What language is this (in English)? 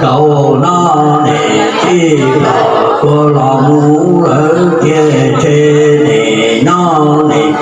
Hmong